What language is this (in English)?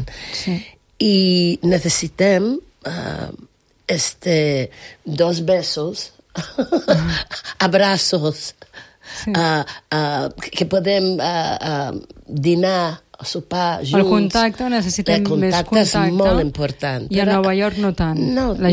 Catalan